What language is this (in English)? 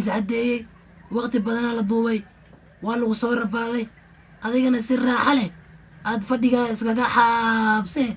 Somali